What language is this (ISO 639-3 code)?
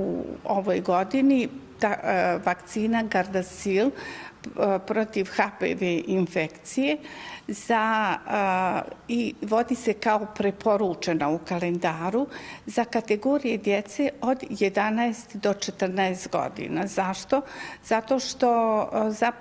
bos